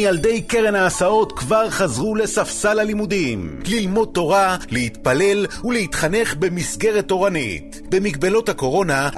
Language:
Hebrew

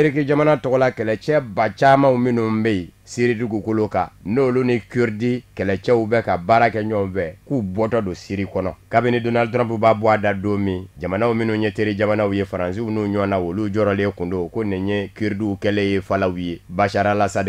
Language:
Bambara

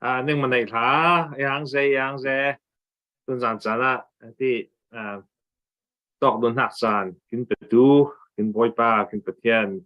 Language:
Falam Chin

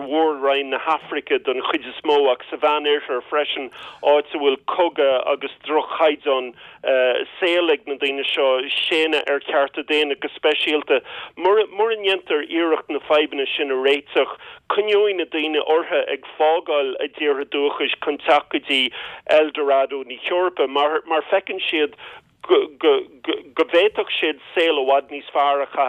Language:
Irish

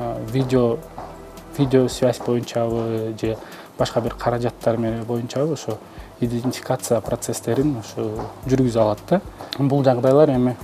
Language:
Kyrgyz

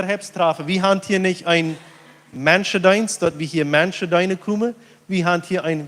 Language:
Plautdietsch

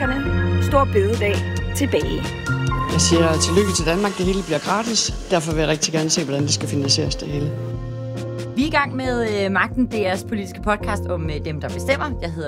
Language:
Danish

